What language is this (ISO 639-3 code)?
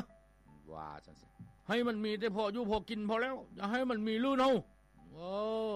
lao